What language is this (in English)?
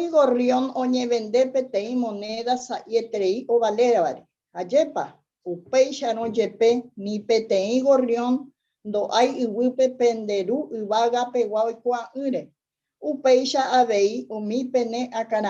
Guarani